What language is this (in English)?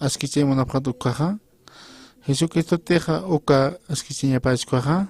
Aymara